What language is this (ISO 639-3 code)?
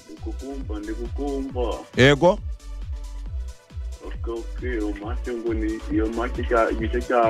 kin